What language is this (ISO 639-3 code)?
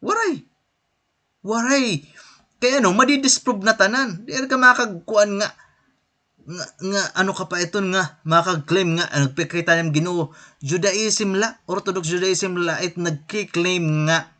war